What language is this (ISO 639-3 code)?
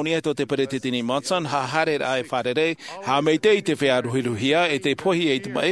tah